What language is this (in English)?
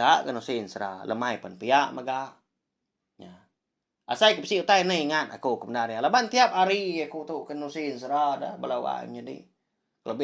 Iban